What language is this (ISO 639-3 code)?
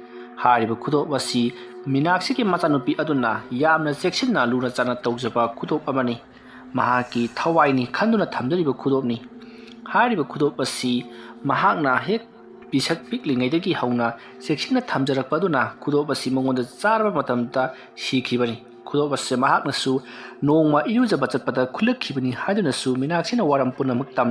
mni